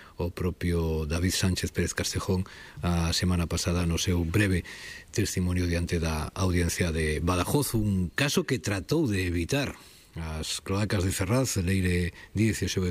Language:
Galician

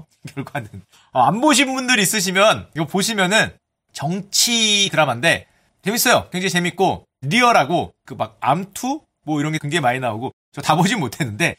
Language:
Korean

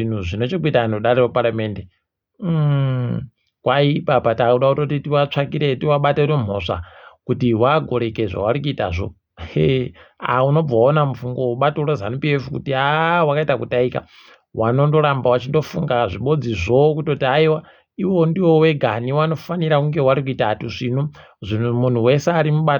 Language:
Ndau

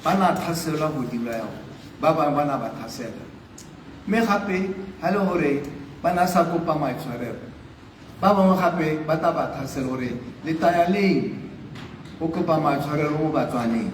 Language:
Tswana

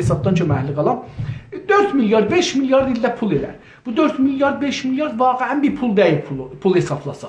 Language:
South Azerbaijani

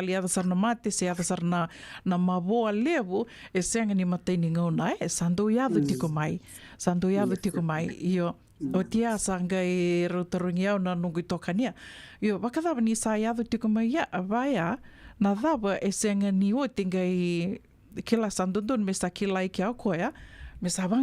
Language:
Fijian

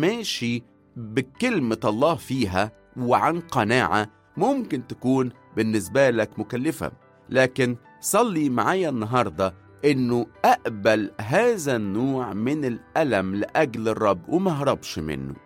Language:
Egyptian Arabic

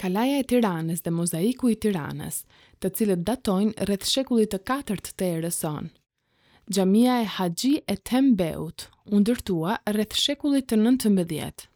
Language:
Albanian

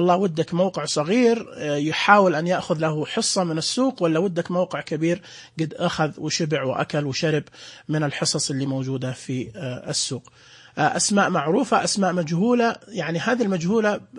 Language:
Najdi Arabic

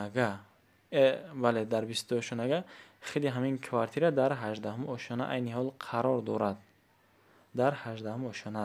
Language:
Tajik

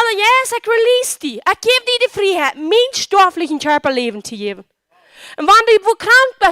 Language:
Plautdietsch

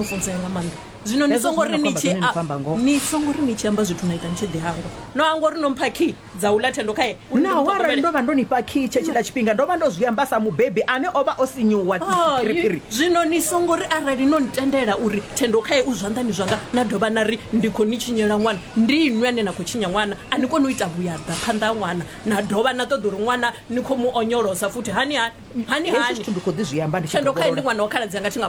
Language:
Venda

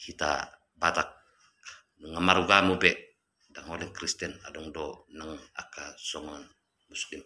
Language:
Batak Toba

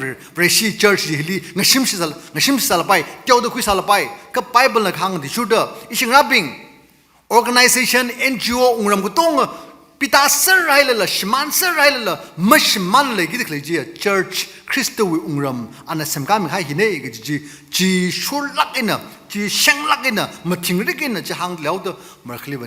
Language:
Tangkhul Naga (India)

